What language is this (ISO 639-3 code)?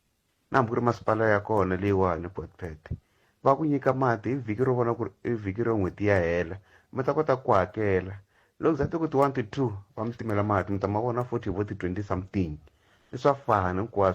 tso